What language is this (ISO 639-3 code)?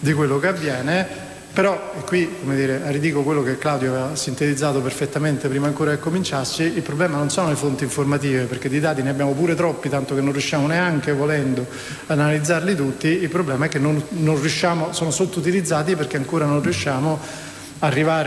ita